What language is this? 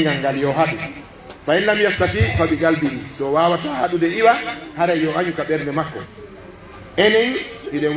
Pular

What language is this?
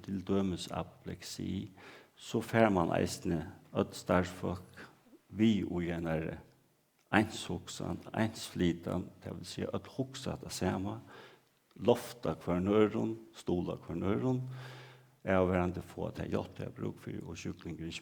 Faroese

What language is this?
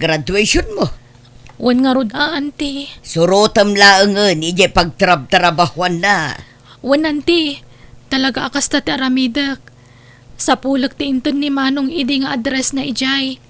Iloko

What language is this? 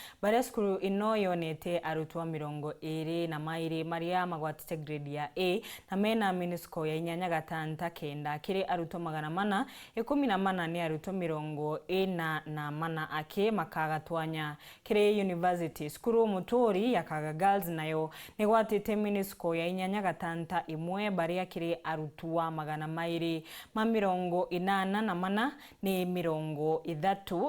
Meru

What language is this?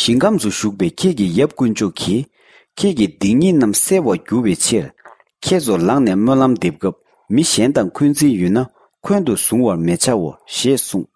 Tibetan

